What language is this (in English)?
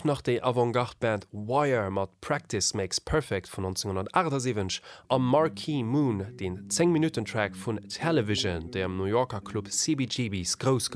Luxembourgish